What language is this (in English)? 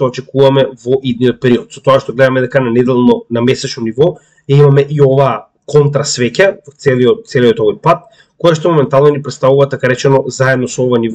Macedonian